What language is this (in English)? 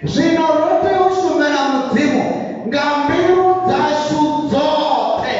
Venda